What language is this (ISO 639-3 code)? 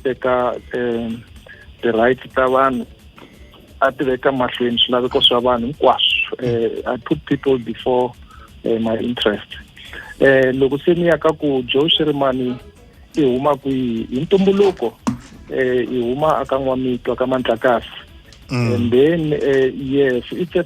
tso